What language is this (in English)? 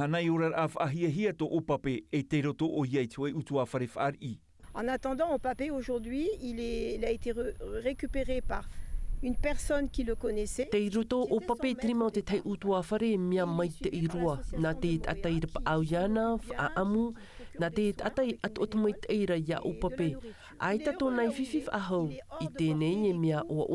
Tahitian